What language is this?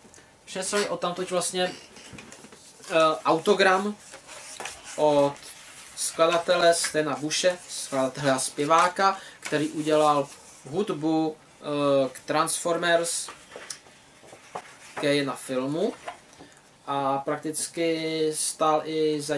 Czech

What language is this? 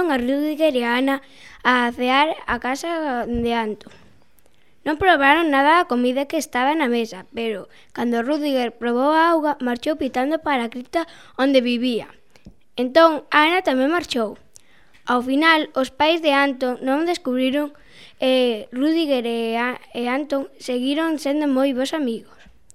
Galician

